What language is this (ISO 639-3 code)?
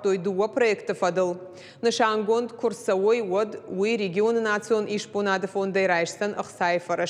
oss